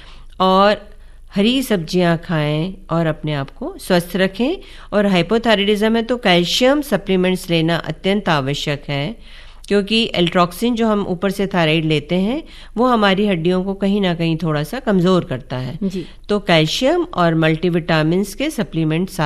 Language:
Hindi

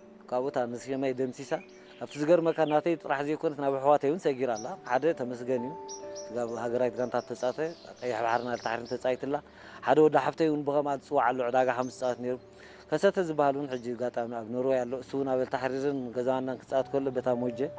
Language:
Tigrinya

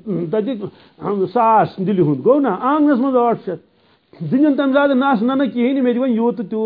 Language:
Kashmiri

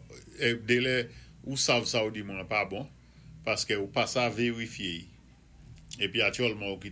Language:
Saint Lucian Creole French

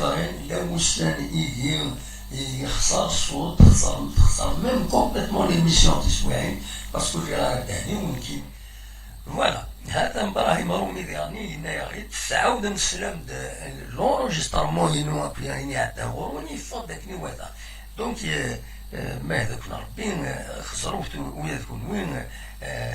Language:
Kabyle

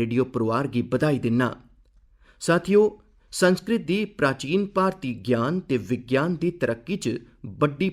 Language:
Dogri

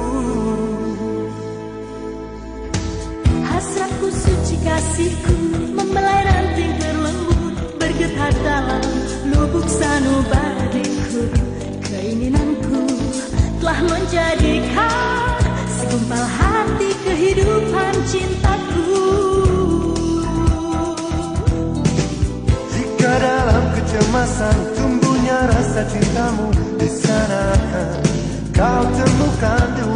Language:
Indonesian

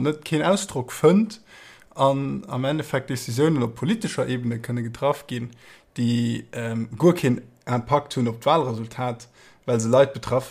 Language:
Luxembourgish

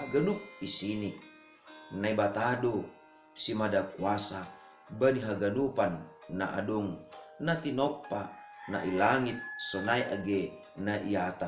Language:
Batak Simalungun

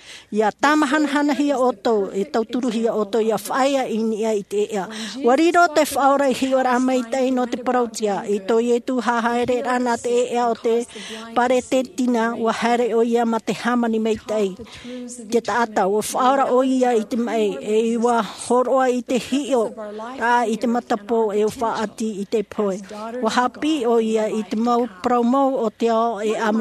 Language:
Tahitian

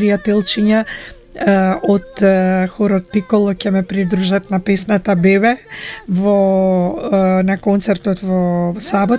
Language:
Macedonian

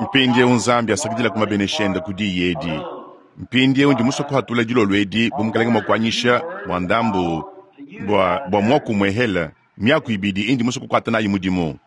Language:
Luba-Lulua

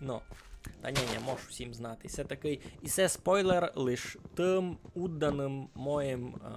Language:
Rusyn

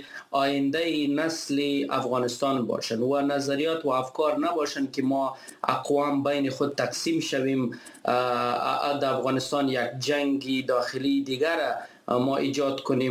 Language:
Persian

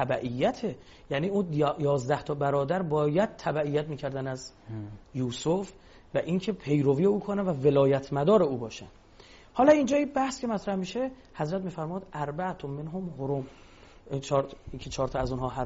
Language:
Persian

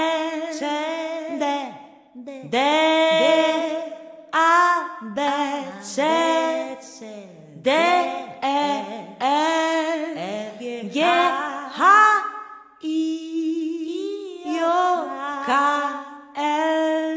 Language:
Polish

